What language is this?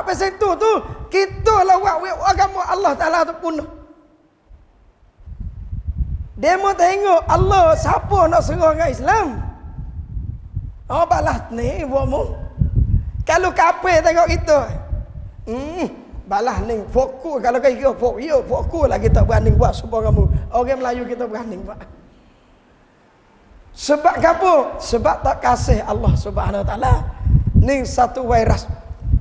Malay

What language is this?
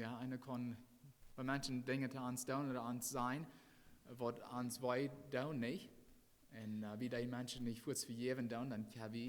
Plautdietsch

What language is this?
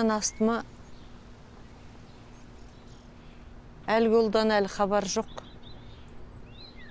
Kazakh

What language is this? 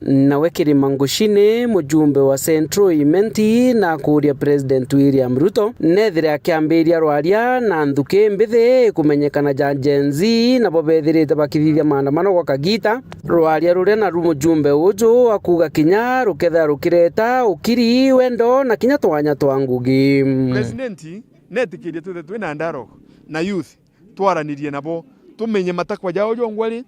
Meru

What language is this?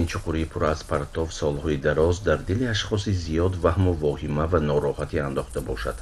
Tajik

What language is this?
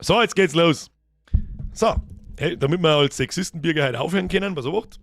Bavarian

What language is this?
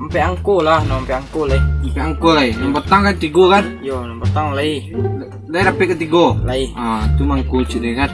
Minangkabau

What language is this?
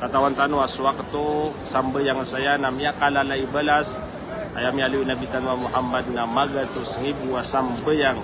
Maranao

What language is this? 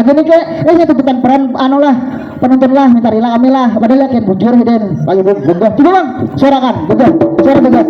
Banjar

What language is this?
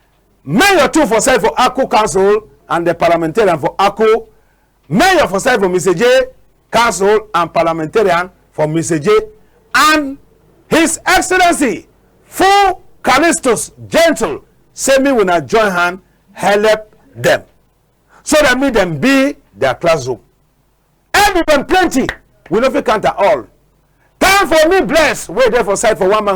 Cameroon Pidgin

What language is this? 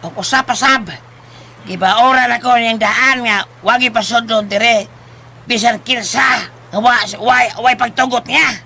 Cebuano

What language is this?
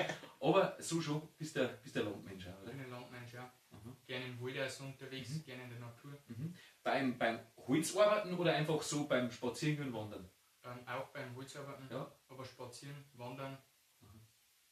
Bavarian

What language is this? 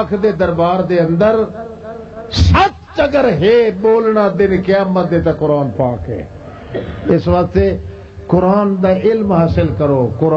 Western Panjabi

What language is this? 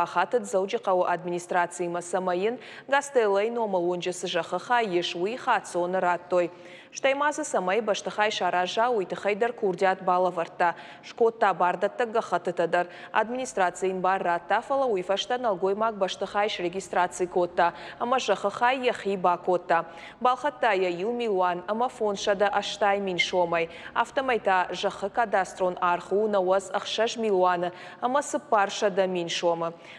Ossetic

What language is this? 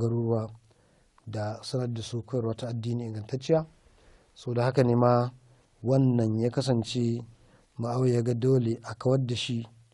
Hausa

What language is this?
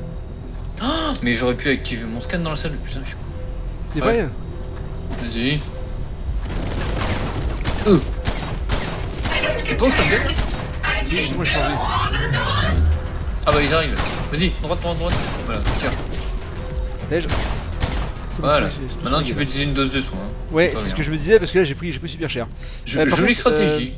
French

